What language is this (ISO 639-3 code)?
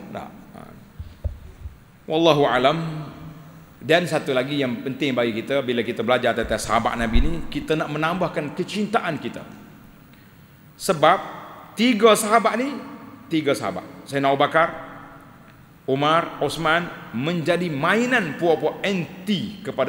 msa